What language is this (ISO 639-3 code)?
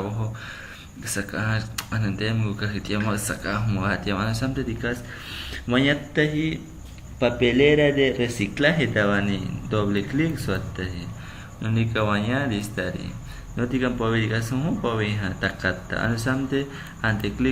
agr